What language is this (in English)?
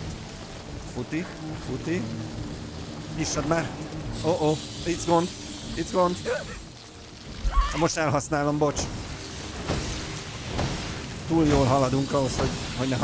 Hungarian